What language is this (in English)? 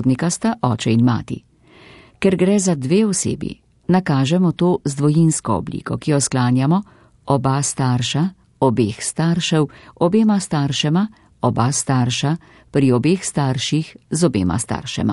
Slovenian